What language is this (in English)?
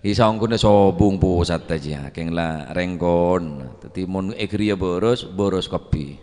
Madurese